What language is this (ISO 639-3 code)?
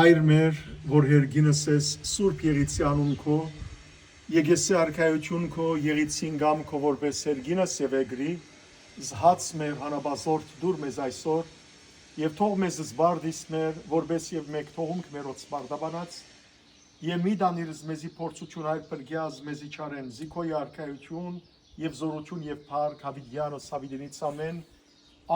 hyw